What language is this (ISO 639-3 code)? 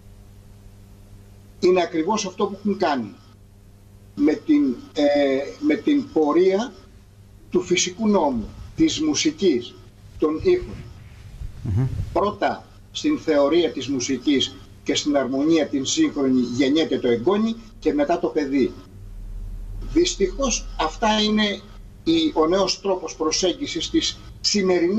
ell